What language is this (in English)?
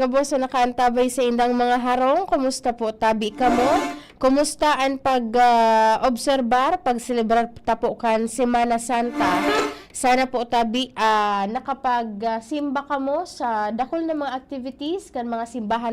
Bikol